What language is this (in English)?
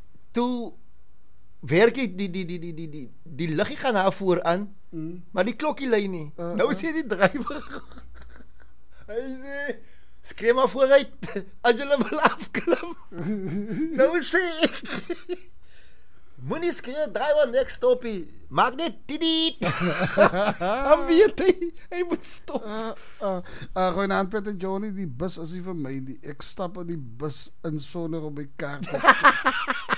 Afrikaans